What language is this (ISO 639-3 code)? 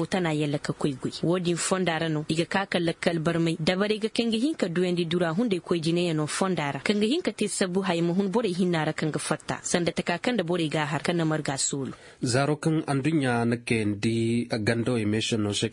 ses